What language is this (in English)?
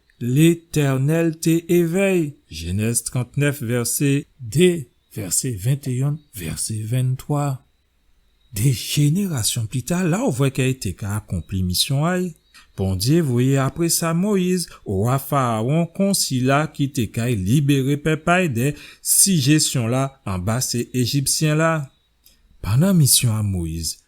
Guadeloupean Creole French